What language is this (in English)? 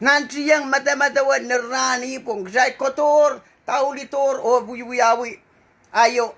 Pohnpeian